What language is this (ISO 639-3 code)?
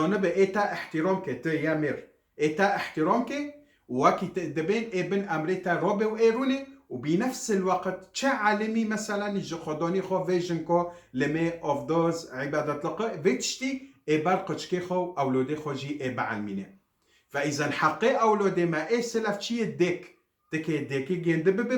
kur